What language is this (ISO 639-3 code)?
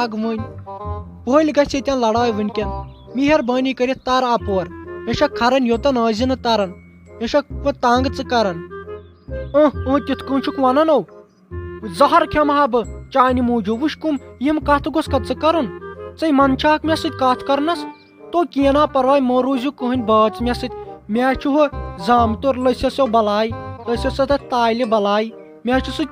kas